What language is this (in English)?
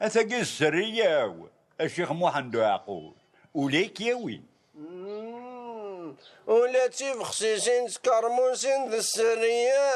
Kabyle